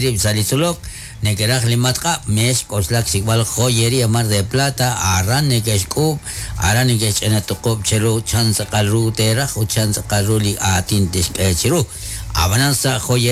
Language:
Kekchí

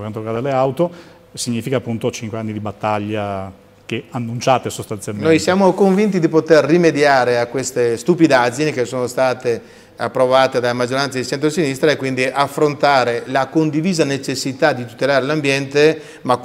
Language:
Italian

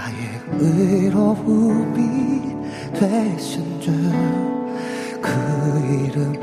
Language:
Korean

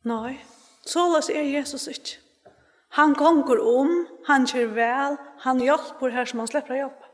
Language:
Faroese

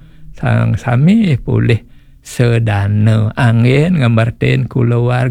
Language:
Balinese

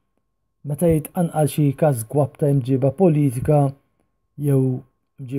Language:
Maltese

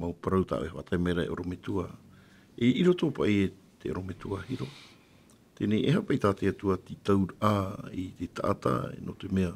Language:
Tahitian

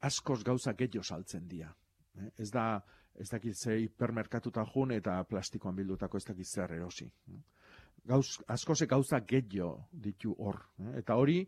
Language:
Basque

